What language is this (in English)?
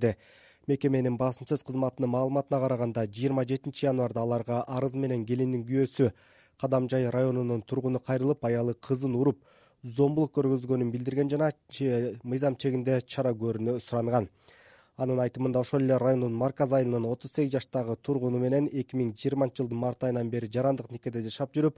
Kyrgyz